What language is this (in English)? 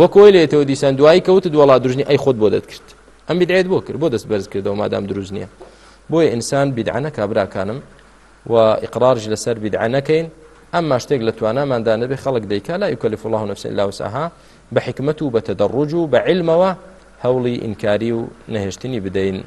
Central Kurdish